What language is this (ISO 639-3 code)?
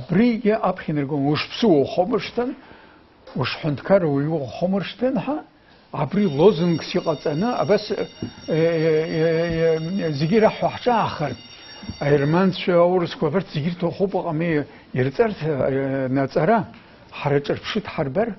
abk